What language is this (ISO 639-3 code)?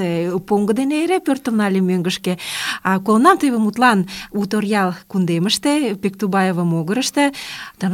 chm